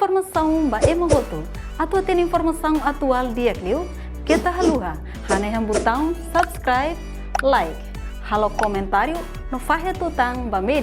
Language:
Tetum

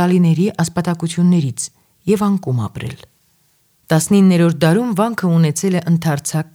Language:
Armenian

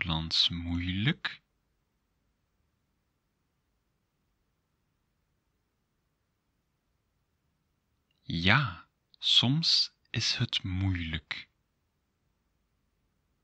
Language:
Dutch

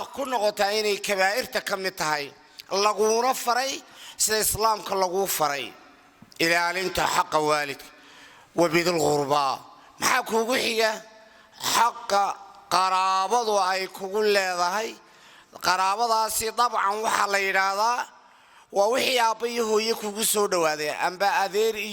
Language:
Somali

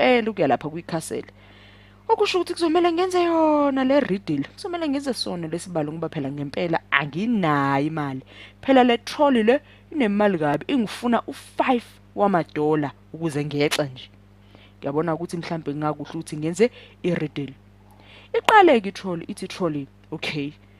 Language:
Zulu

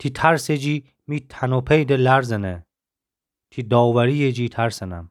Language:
Gilaki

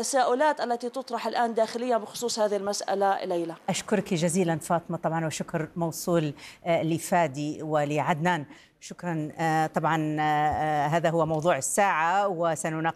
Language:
Arabic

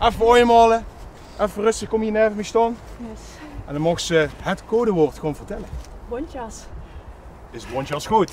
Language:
Limburgish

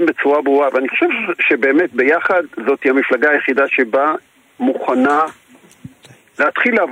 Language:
Hebrew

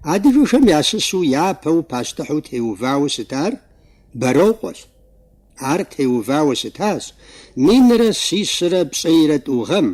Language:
Kabardian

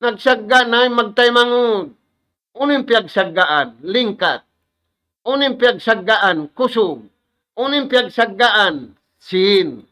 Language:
Tausug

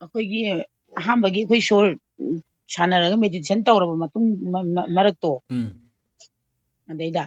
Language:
Manipuri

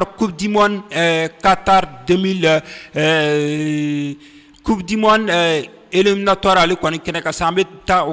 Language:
Bambara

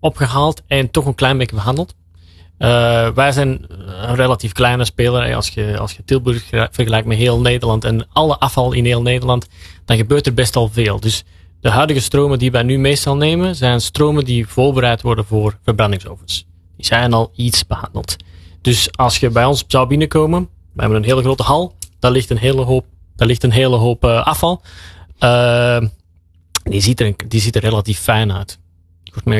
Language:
Dutch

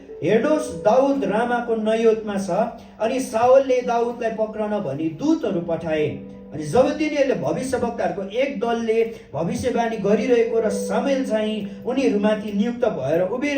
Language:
Nepali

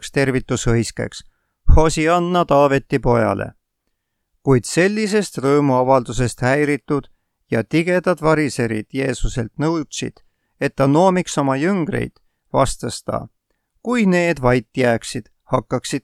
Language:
Estonian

